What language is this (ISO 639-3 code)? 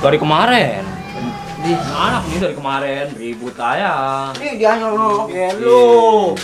bew